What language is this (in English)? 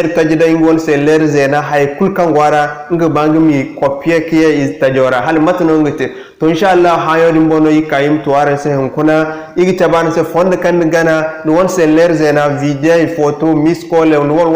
Zarma